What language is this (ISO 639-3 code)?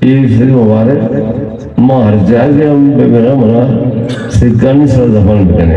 bgp